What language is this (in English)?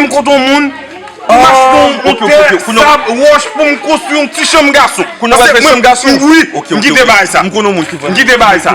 Haitian Creole